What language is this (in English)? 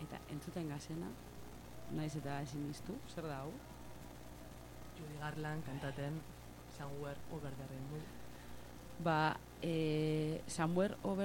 Basque